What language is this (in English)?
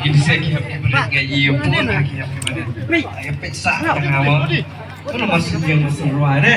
Khasi